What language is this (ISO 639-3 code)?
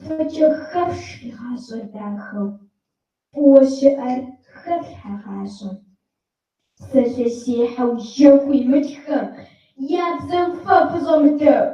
kbd